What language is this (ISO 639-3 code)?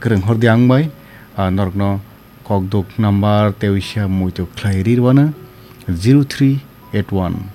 trp